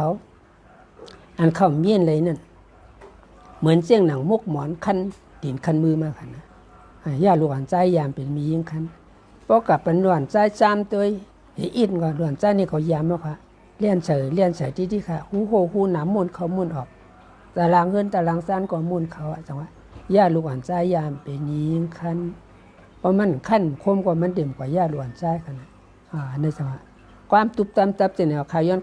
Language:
Shan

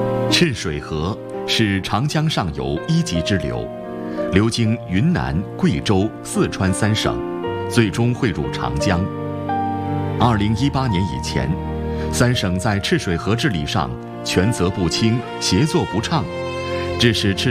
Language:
Chinese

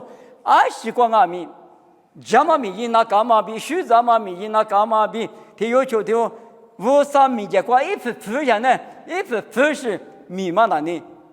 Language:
Lisu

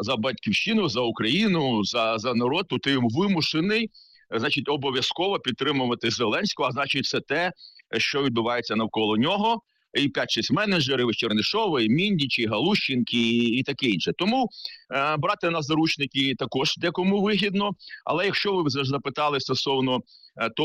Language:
Ukrainian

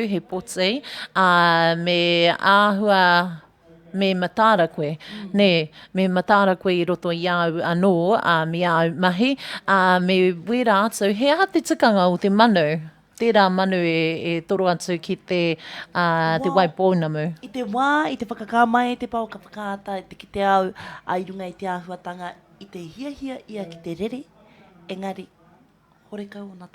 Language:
Māori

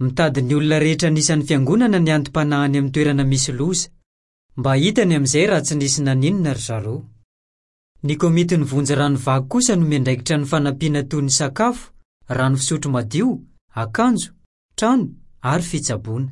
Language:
Malagasy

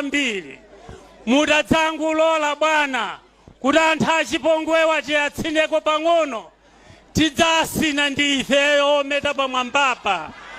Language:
Nyanja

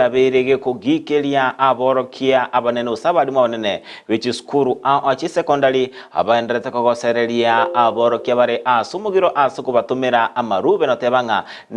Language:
Gusii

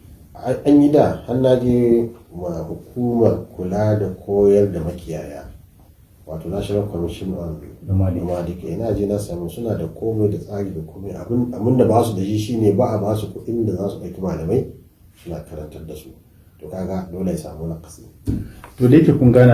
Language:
Hausa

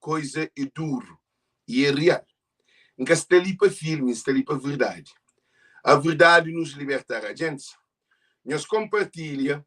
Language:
Kabuverdianu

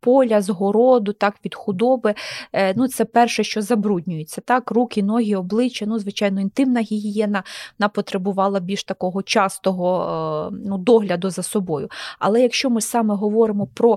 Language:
Ukrainian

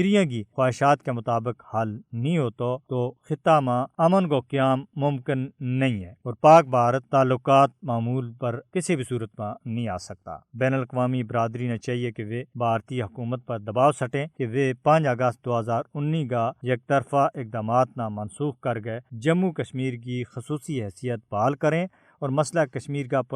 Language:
Gujari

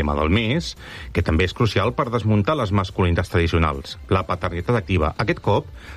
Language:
Catalan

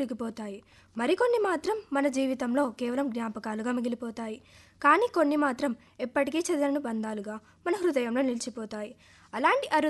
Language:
Telugu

